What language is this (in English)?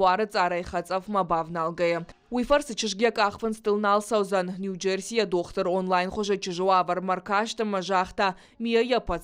Ossetic